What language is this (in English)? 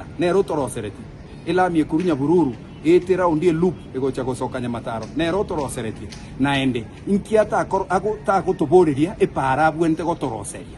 Gusii